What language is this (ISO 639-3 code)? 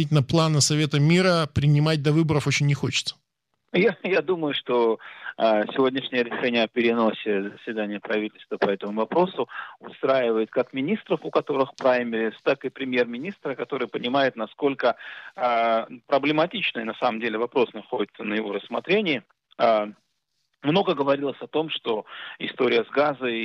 rus